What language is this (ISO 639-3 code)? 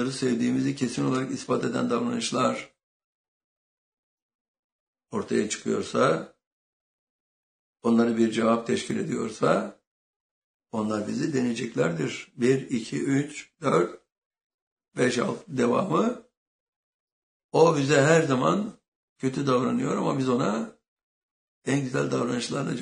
tur